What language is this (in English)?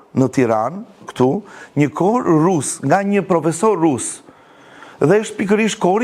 Albanian